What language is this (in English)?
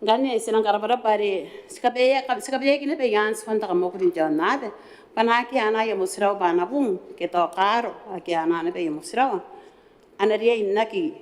Gilbertese